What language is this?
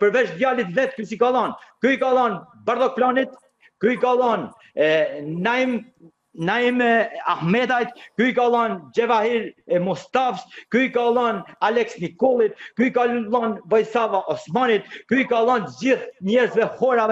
Albanian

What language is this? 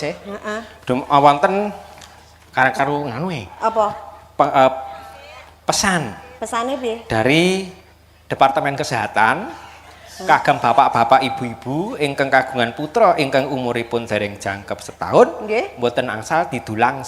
Javanese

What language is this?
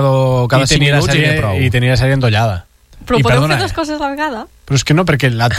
Catalan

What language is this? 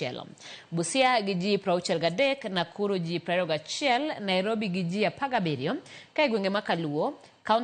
Luo (Kenya and Tanzania)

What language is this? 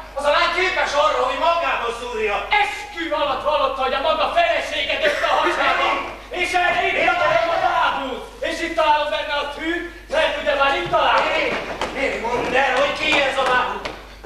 Hungarian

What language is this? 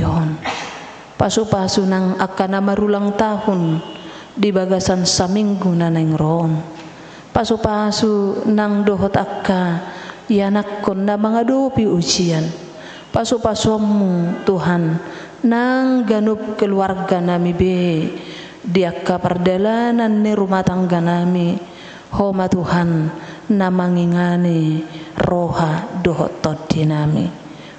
Batak Toba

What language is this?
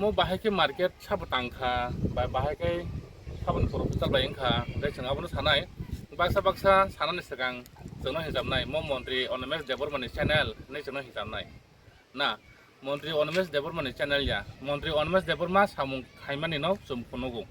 Kok Borok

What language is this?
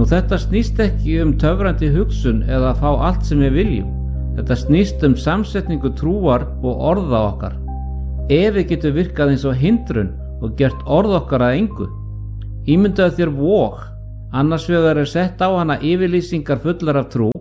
Icelandic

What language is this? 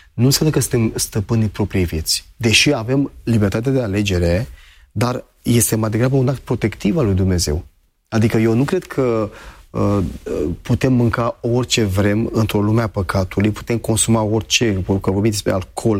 Romanian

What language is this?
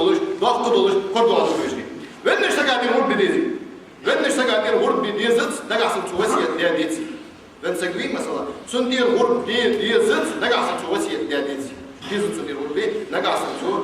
Ingush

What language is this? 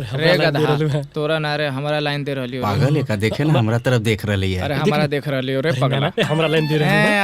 Magahi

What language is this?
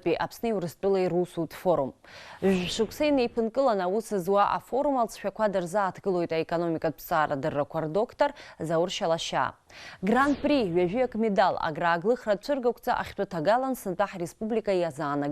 Abkhazian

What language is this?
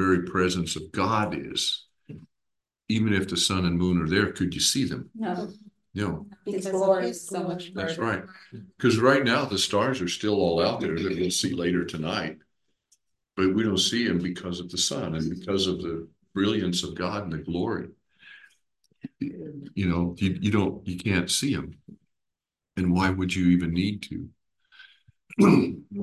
English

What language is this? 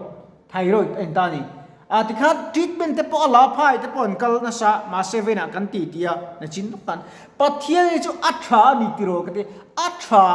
Mizo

